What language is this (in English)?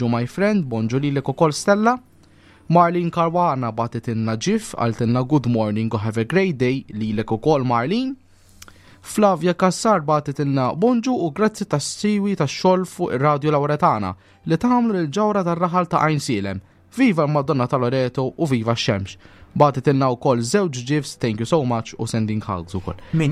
Maltese